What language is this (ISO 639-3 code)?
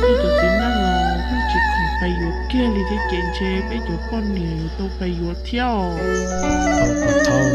hmn